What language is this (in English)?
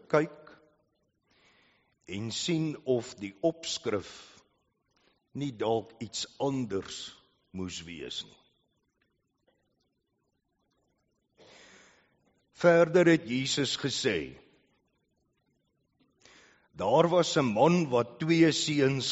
Afrikaans